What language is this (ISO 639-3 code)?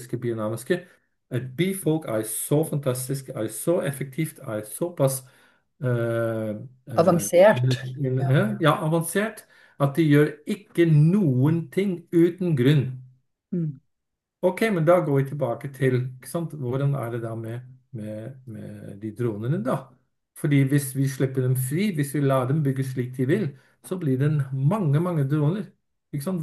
nor